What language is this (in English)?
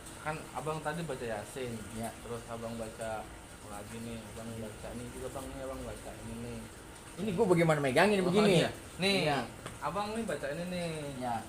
Betawi